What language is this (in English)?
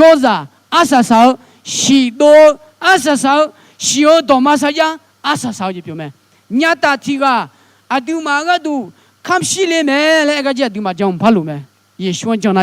Akha